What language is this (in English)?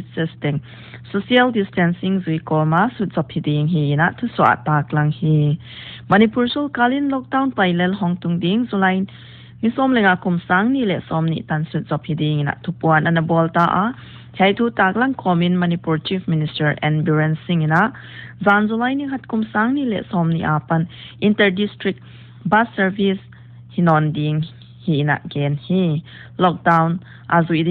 Paite Chin